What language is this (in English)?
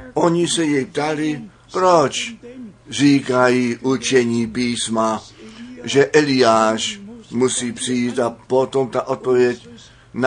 Czech